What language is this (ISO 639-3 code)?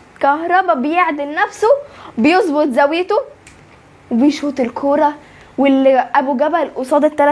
arz